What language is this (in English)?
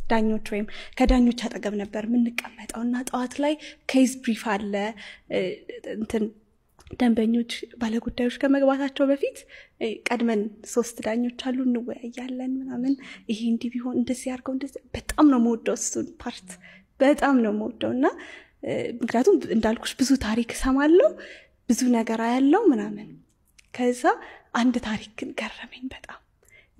Amharic